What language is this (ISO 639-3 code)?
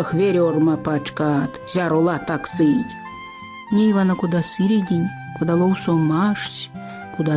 myv